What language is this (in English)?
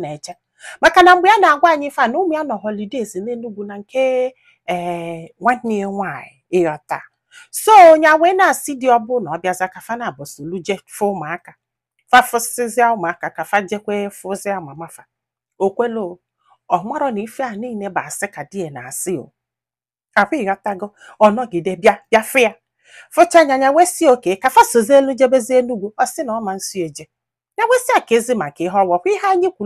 Igbo